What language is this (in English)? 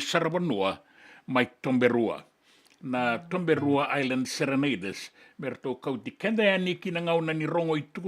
Fijian